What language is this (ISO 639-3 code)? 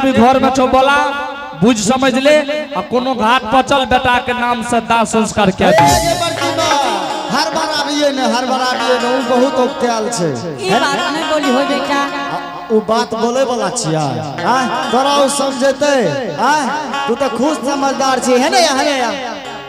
anp